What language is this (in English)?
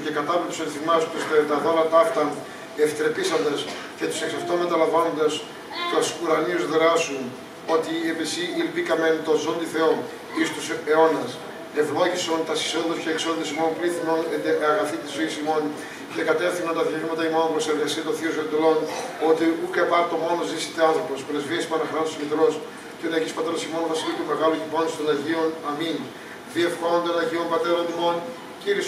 Greek